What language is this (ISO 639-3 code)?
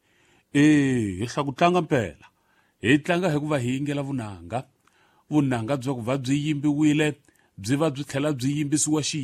tso